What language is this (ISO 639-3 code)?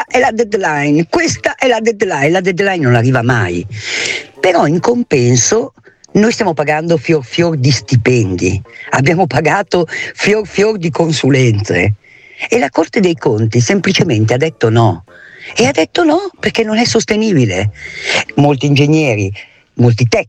ita